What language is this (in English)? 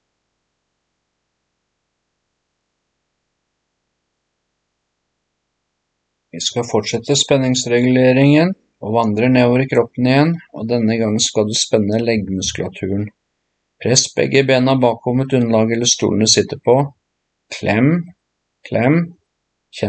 Norwegian